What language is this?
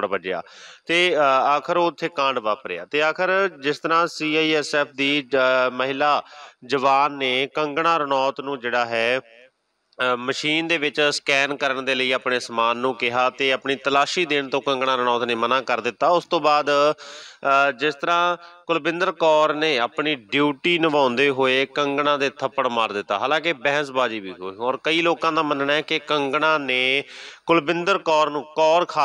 Punjabi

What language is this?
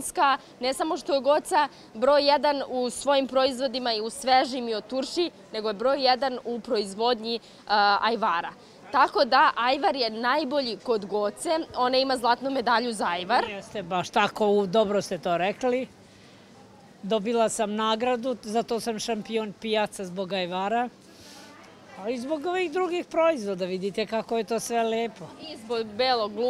Serbian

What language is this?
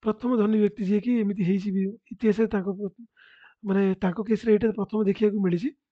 Odia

